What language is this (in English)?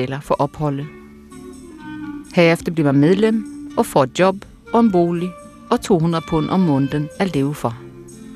Danish